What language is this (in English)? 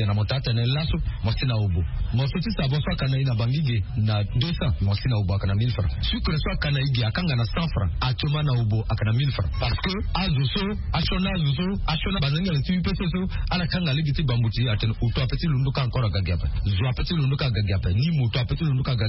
Sango